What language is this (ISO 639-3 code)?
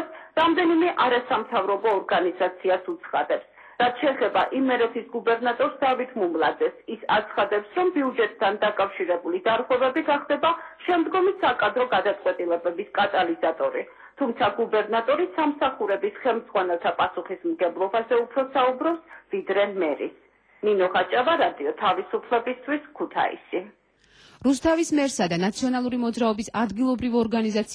kat